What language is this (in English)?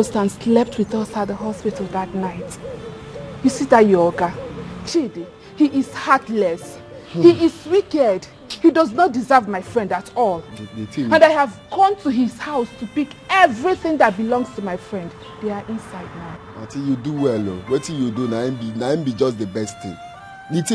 Nigerian Pidgin